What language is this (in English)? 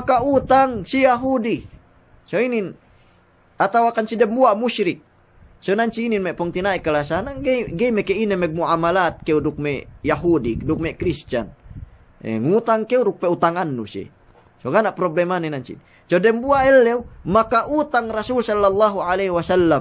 Yakan